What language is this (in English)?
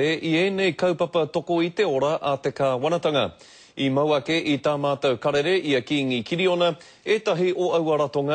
Māori